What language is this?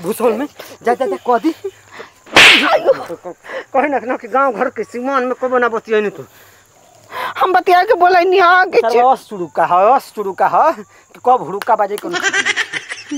Bhojpuri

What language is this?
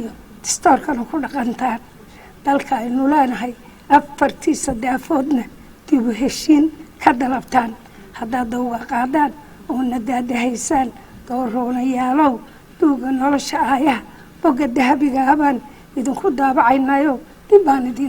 Somali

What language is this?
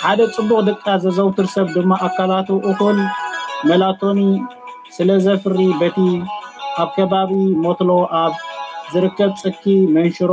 Tigrinya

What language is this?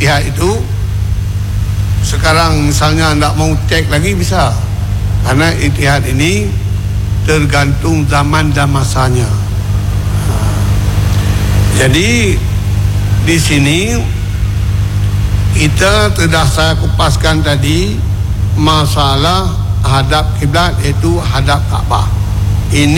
Malay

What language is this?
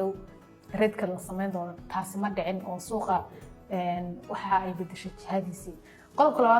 Somali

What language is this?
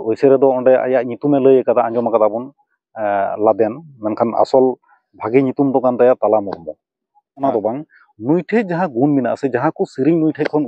Santali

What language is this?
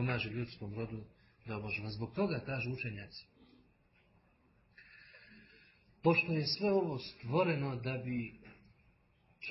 Bosnian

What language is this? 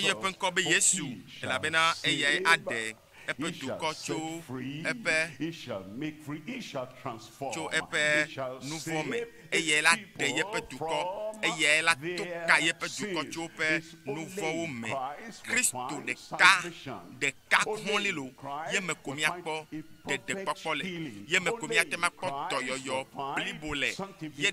Ewe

